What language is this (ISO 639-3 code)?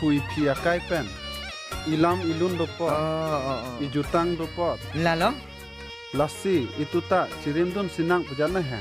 mjw